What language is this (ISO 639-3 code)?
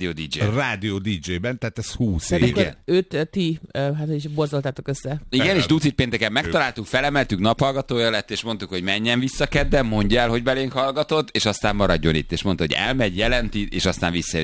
hun